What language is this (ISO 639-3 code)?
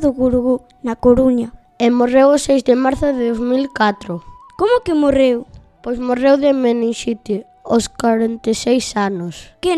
glg